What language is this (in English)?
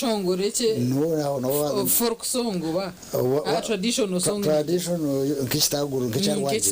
Nyankole